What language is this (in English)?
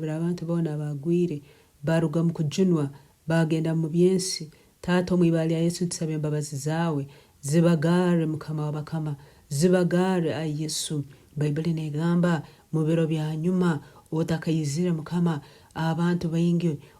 Nyankole